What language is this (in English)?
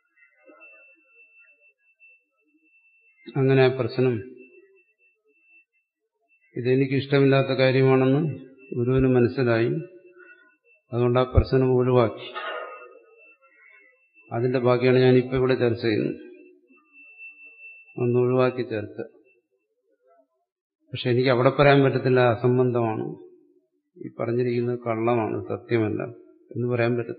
Malayalam